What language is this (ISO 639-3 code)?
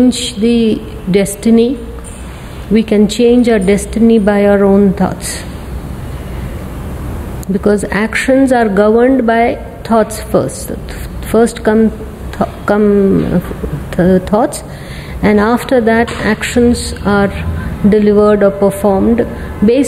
eng